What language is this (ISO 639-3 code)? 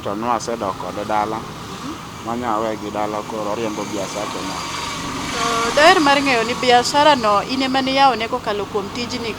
luo